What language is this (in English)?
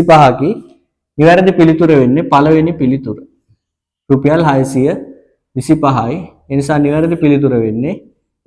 Sinhala